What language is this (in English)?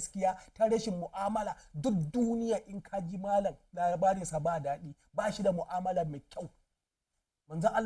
Hausa